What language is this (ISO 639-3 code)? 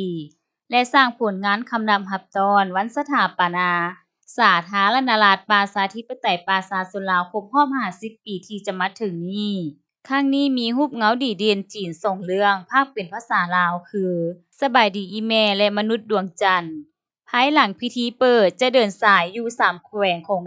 lao